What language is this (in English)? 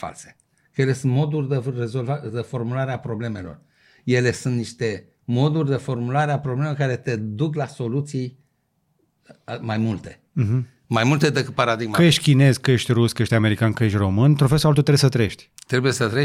Romanian